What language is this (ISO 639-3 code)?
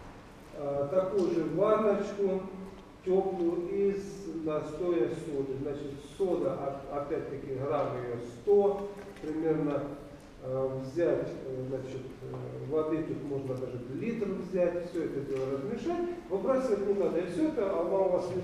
rus